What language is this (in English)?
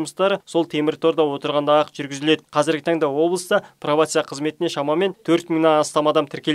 Kazakh